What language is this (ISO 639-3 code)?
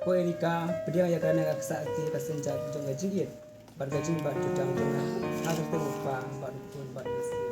kha